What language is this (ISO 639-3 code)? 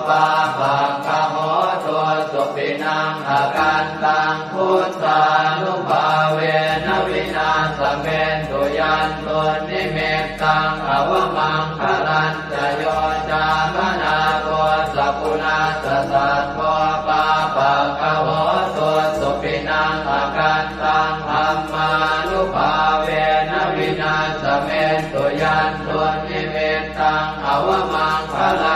pli